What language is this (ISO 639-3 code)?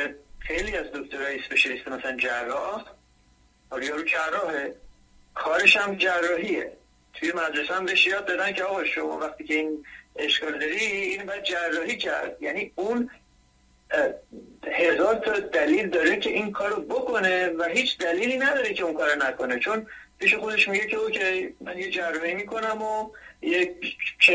fas